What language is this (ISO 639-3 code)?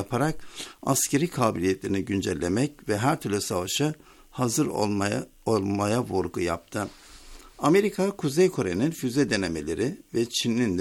tur